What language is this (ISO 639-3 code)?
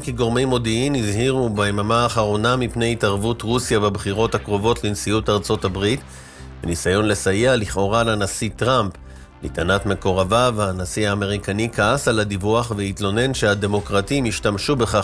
heb